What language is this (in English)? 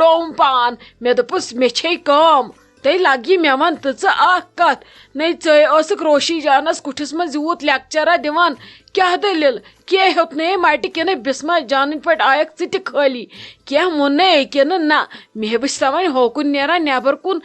Kashmiri